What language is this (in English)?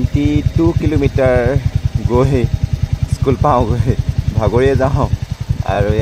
Assamese